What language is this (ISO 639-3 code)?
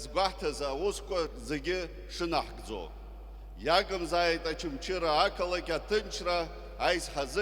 abk